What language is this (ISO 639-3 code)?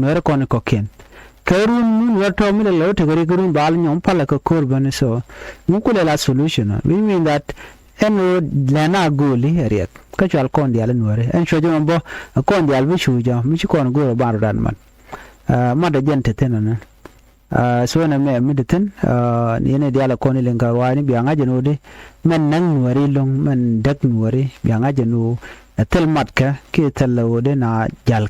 nus